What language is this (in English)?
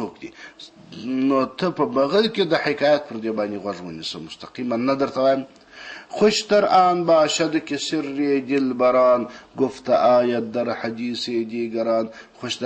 Pashto